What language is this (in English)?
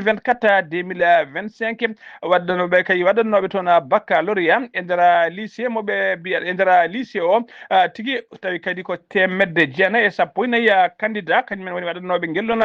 Fula